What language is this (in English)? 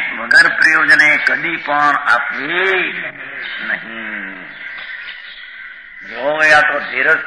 Gujarati